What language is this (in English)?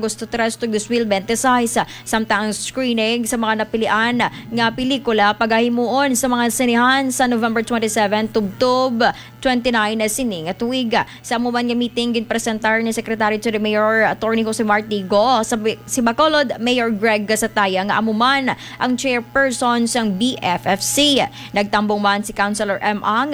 Hiligaynon